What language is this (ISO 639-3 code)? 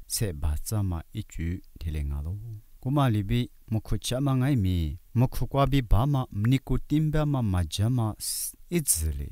lis